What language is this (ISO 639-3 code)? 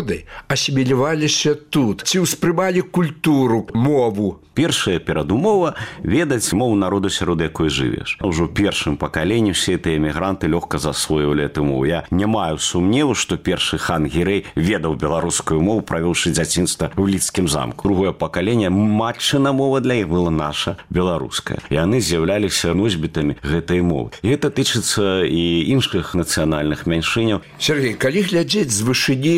bel